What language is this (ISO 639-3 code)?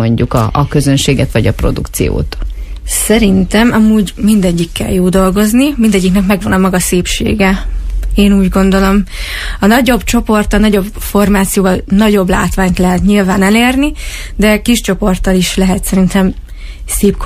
hun